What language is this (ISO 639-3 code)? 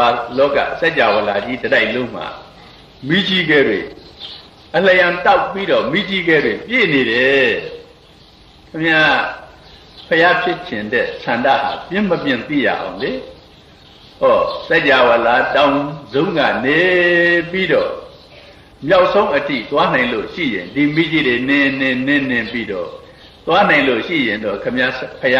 mya